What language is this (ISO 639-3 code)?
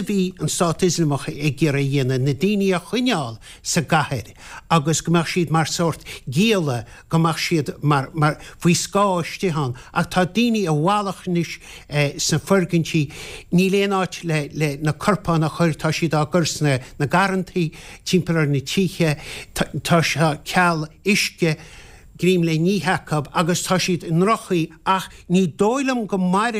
gle